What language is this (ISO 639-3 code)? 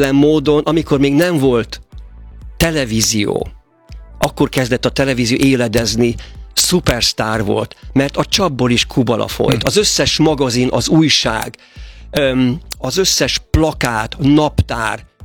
hun